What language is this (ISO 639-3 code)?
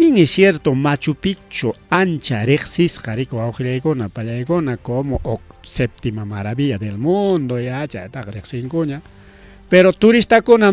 quy